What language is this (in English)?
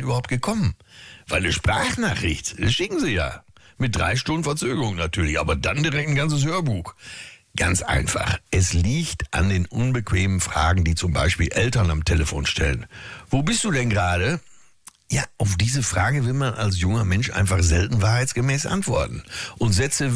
German